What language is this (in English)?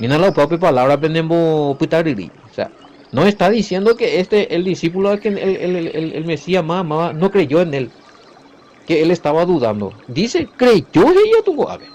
Guarani